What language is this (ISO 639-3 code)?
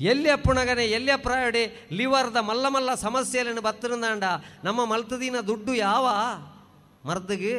tcy